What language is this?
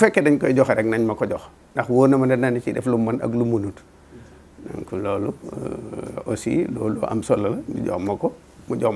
Wolof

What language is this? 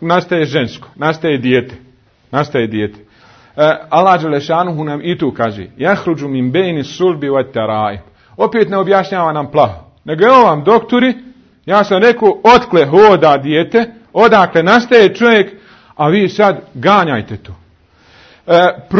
Bosnian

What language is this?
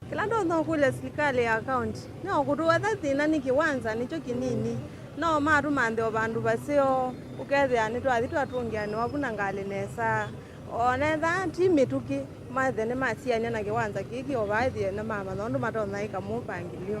Kamba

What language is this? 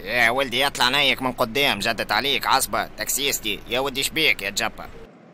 Tunisian Arabic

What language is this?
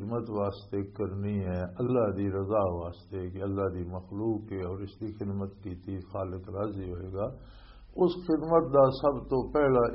Western Panjabi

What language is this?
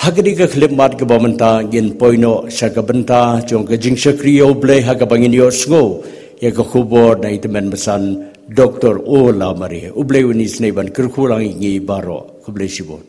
Khasi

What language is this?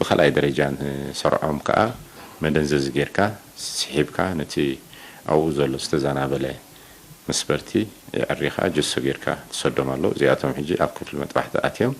Tigrinya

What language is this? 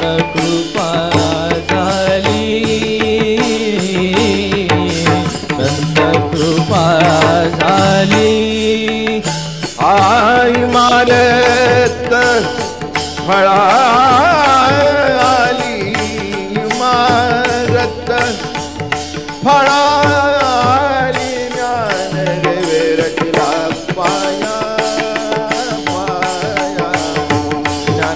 Marathi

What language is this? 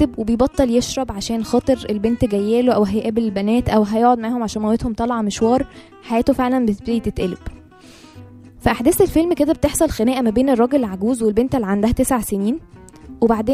Egyptian Arabic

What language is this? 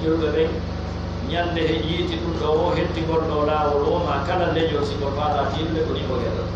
Pular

